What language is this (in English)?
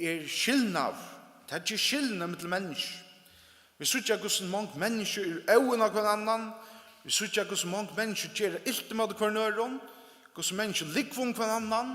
Faroese